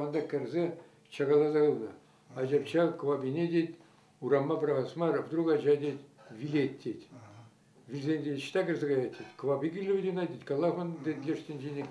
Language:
Chuvash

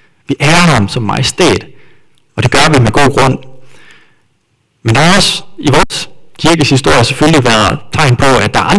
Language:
Danish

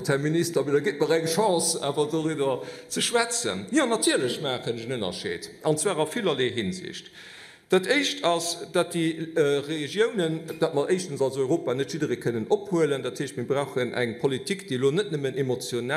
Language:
Luxembourgish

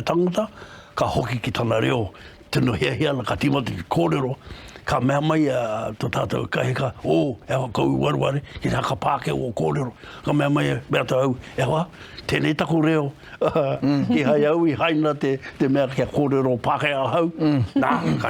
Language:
Māori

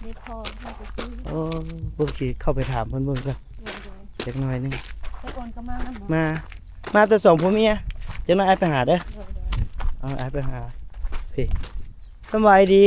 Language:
Lao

